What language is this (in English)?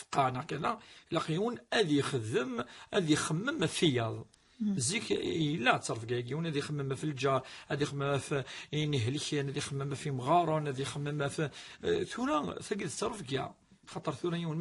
Kabyle